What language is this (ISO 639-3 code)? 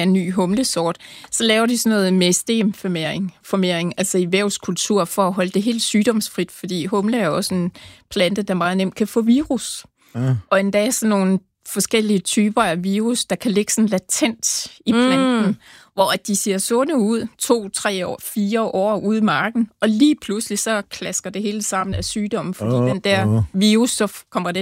dan